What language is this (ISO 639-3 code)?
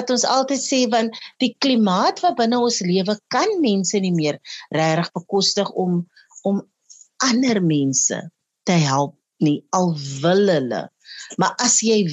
afr